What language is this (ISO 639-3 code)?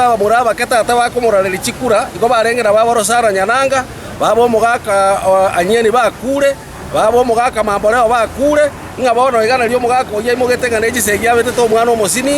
guz